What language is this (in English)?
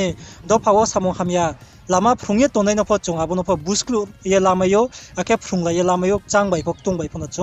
Riang (India)